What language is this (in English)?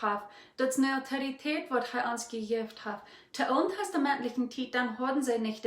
Plautdietsch